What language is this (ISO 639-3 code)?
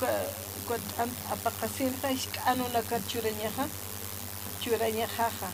aym